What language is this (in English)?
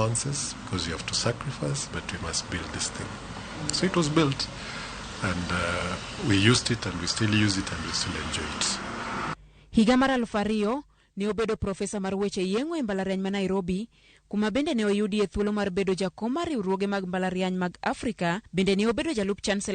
Luo (Kenya and Tanzania)